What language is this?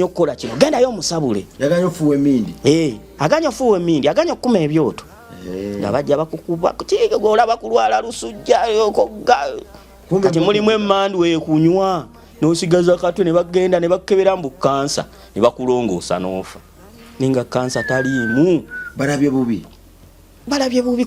Ganda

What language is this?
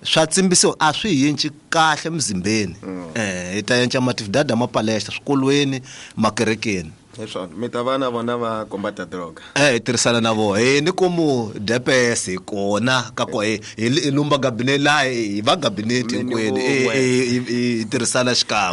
Tsonga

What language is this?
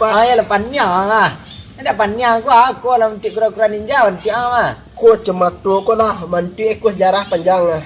Minangkabau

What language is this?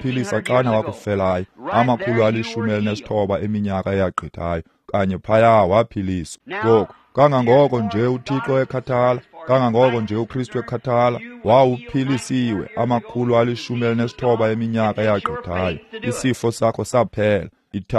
Xhosa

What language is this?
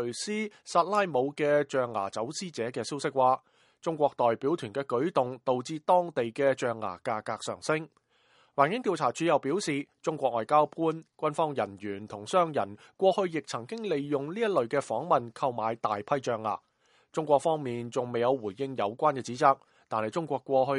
Cantonese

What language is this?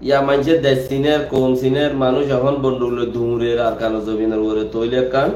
Rohingya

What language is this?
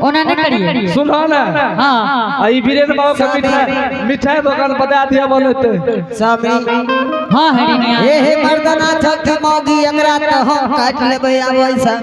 Angika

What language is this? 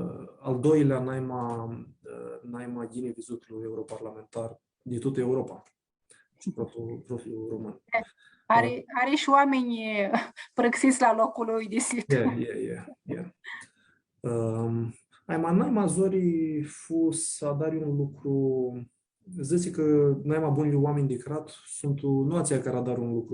Aromanian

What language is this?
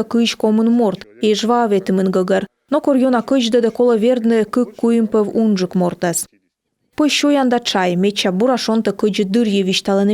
Komi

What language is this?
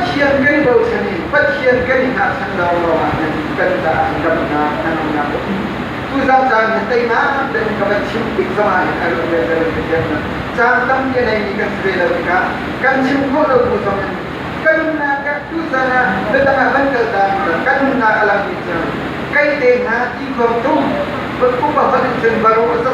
Hakha Chin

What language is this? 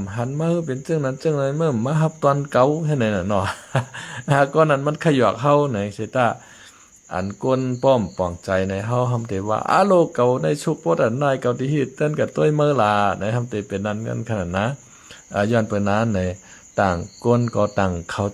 Shan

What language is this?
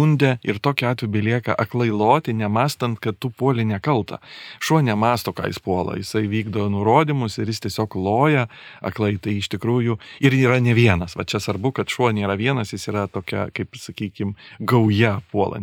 Lithuanian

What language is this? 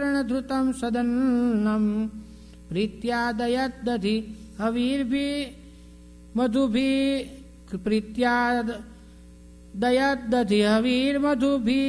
Gujarati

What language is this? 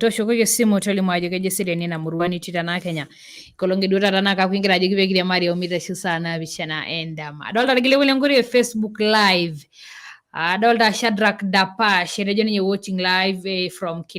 Masai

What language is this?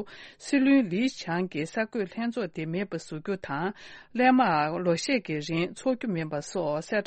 Tibetan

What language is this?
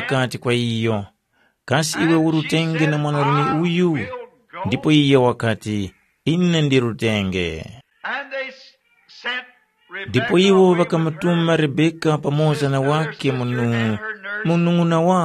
Tumbuka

